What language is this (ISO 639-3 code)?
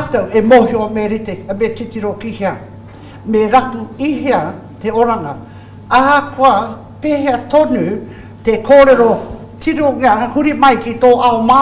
mri